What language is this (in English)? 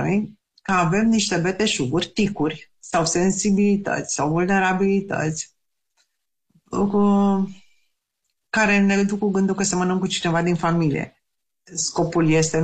Romanian